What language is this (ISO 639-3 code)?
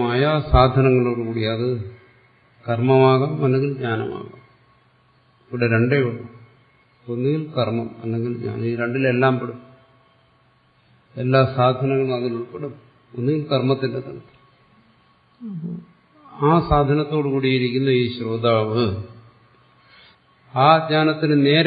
mal